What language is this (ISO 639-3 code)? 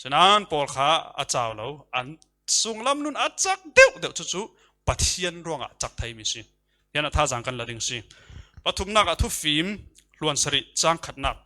cfm